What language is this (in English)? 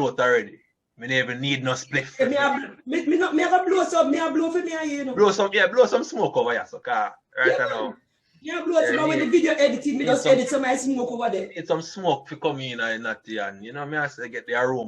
Jamaican Creole English